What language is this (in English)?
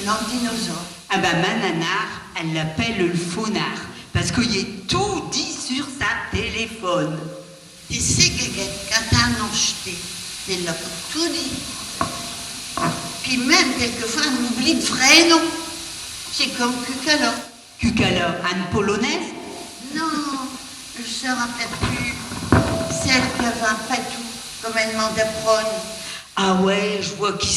Picard